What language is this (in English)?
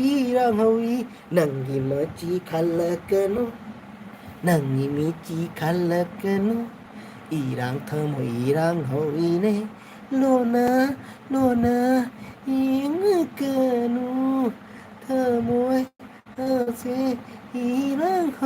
Manipuri